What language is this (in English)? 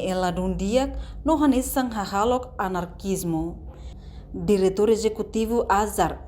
Tetum